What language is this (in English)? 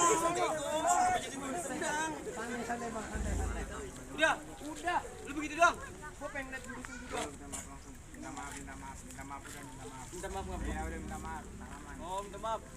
Betawi